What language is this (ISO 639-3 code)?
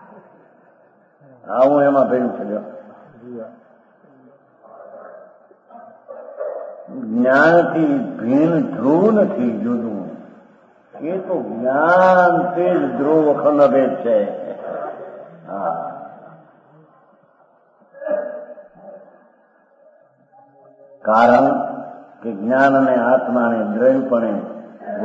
guj